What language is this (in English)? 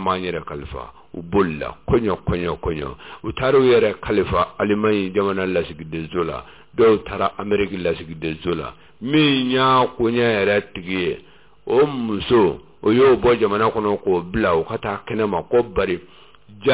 Bambara